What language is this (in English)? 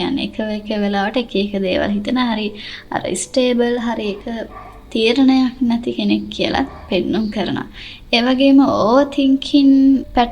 Sinhala